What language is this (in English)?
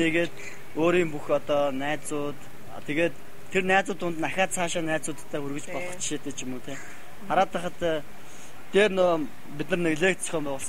Mongolian